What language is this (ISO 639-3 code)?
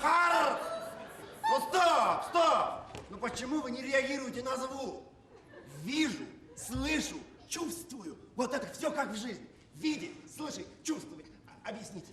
bak